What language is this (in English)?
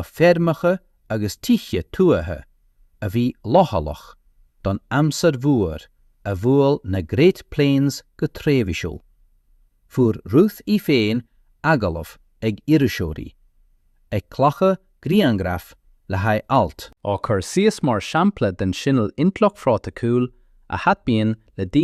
Irish